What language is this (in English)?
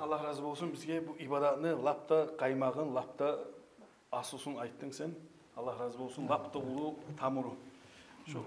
Kumyk